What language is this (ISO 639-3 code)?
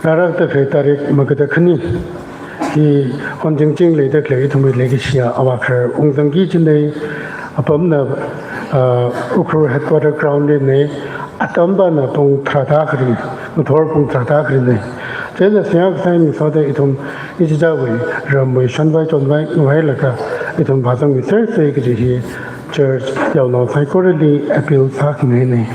nmf